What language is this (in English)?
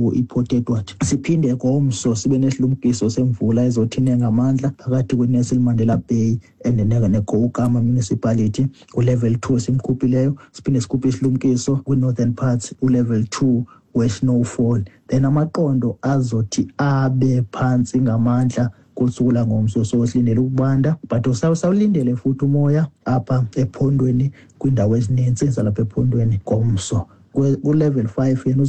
Xhosa